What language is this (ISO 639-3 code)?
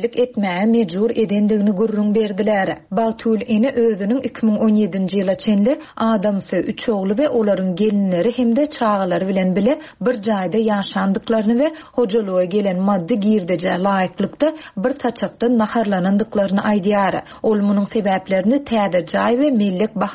tuk